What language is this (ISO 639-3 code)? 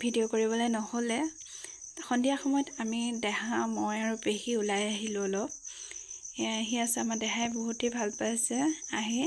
asm